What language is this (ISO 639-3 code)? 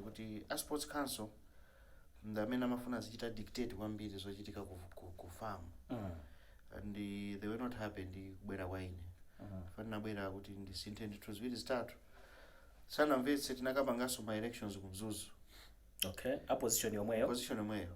nya